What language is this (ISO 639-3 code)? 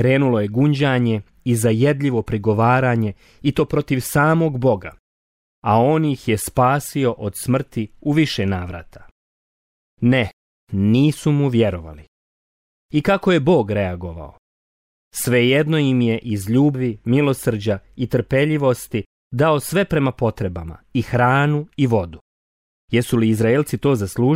hrv